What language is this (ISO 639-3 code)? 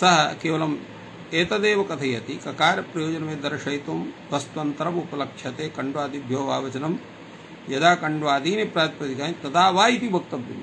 san